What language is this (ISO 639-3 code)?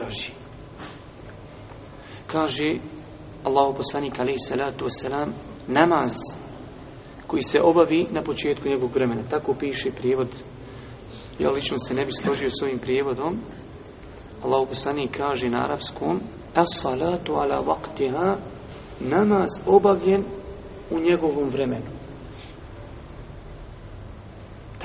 bos